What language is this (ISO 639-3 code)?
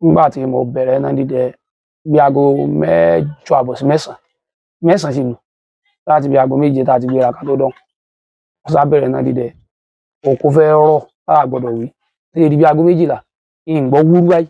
yor